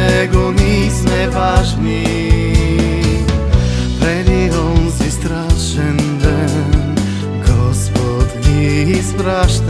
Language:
Bulgarian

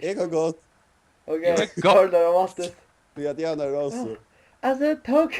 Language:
Faroese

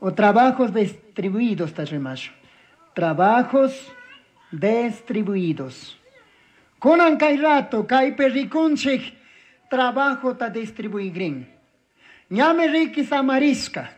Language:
Chimborazo Highland Quichua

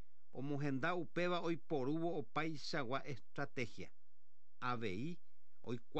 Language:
Guarani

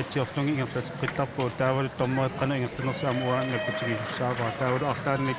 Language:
Kalaallisut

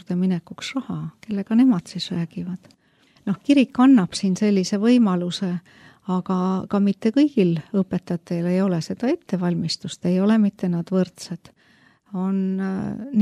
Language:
Estonian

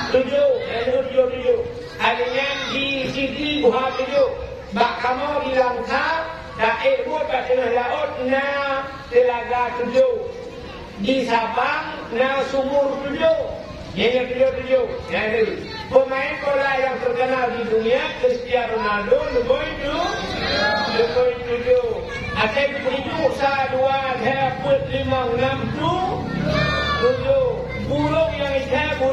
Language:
Achinese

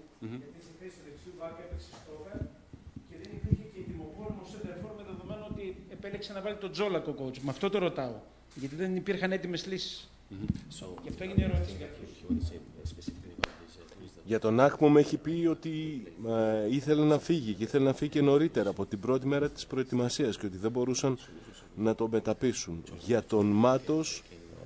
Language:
Greek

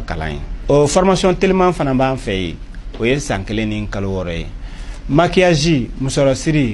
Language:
Bambara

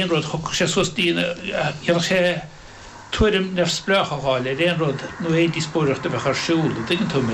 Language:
Irish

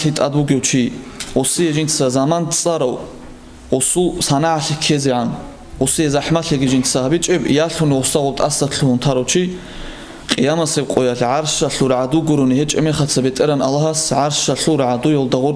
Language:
Avaric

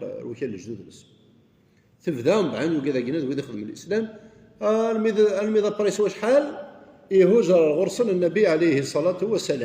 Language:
Kabyle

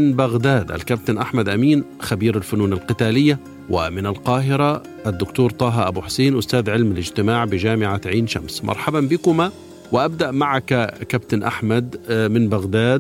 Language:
Arabic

